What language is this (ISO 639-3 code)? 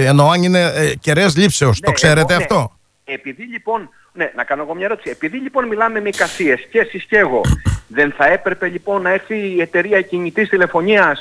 ell